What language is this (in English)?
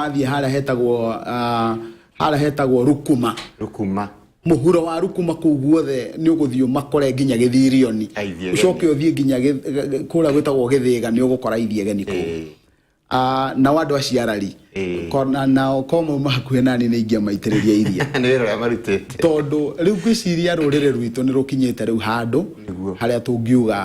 Kikuyu